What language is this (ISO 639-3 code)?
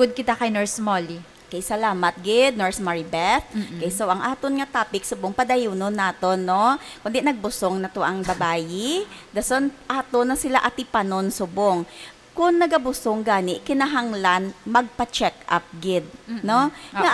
hil